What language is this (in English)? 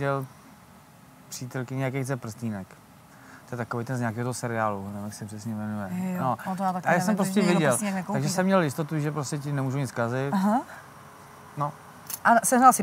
Czech